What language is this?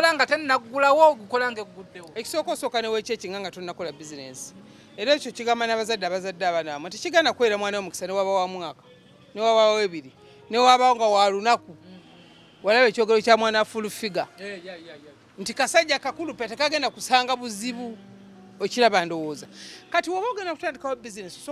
Ganda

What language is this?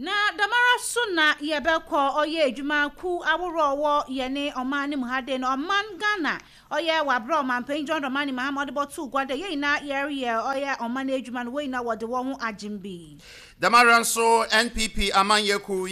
Akan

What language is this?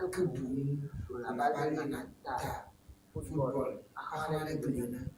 Ewe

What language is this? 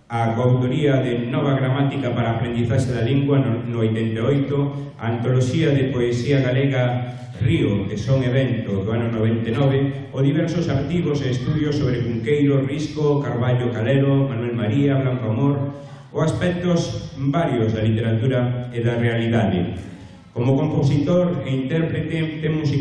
Galician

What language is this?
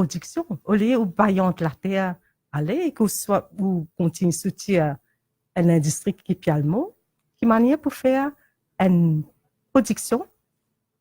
Morisyen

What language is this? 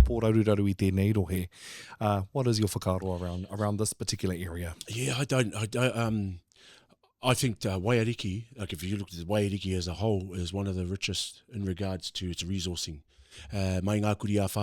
Māori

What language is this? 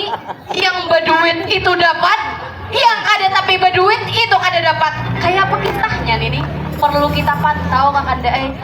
Banjar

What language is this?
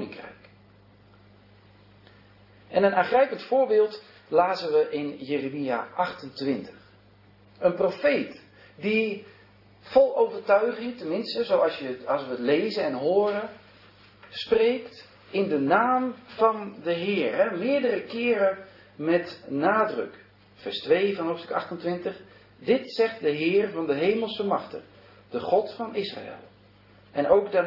Dutch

